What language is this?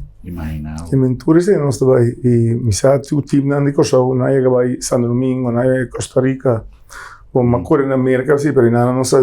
Papiamento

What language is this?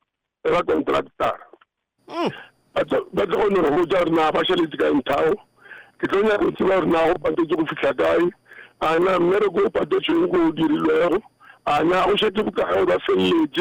Northern Sotho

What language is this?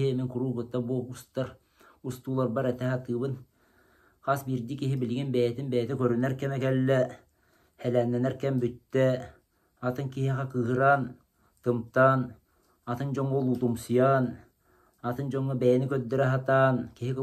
Yakut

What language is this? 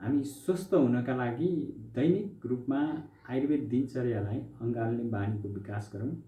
Nepali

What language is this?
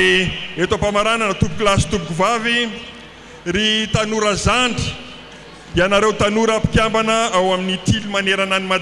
Malagasy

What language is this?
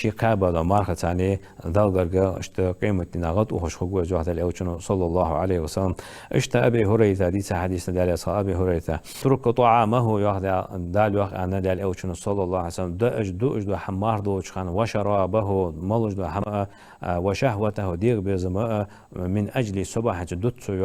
Ingush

